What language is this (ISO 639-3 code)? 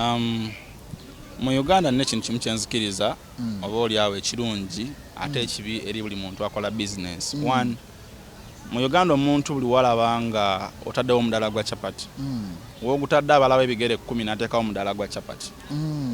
lug